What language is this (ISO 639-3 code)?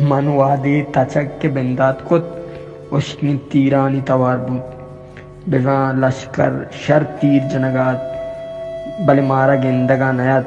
bal